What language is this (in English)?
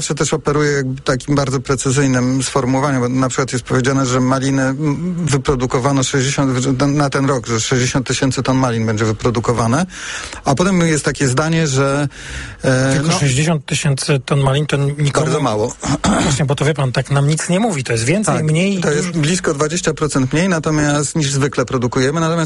Polish